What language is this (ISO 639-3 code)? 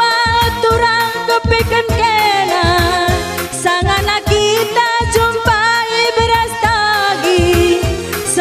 btx